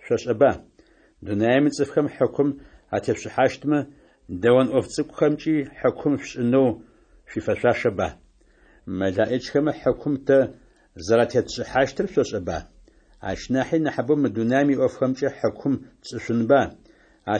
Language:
Adyghe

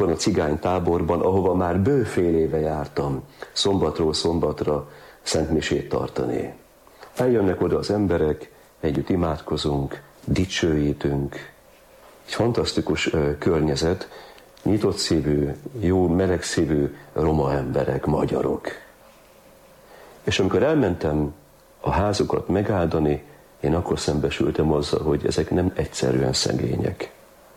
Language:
Hungarian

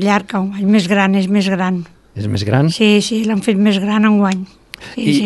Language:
Catalan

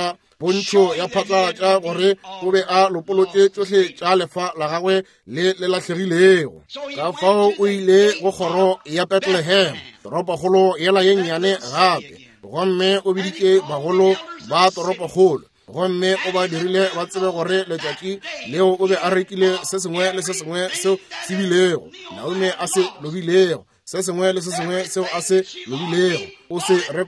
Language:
Northern Sotho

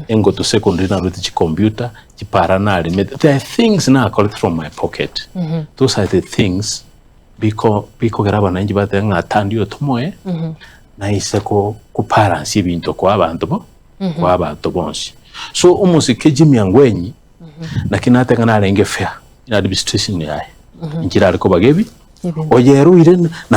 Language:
Gusii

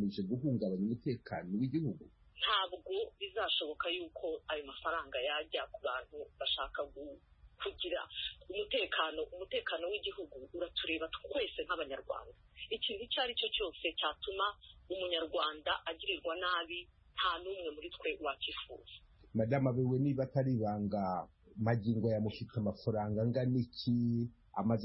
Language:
Kinyarwanda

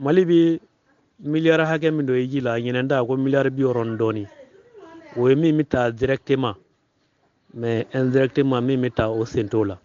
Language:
Bambara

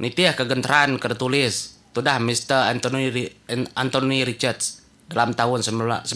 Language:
Iban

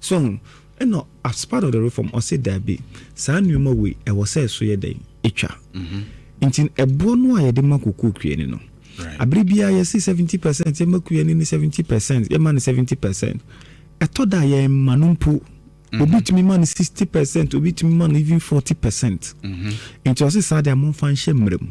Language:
Akan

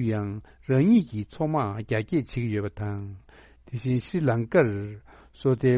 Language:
Tibetan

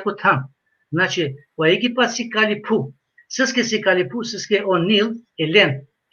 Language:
Balkan Romani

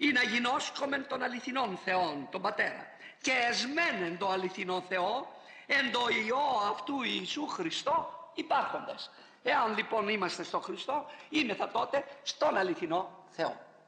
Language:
Greek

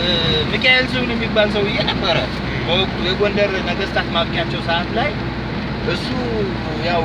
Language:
Amharic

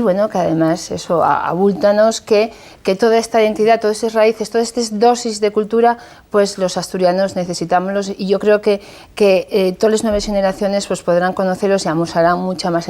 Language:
Asturian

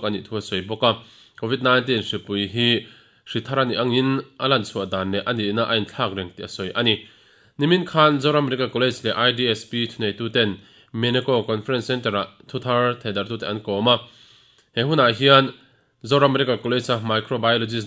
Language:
Mizo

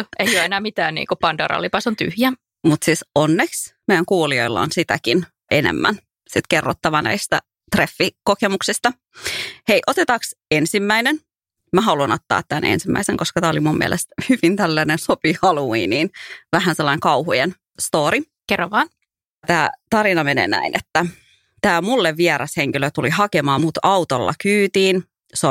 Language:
Finnish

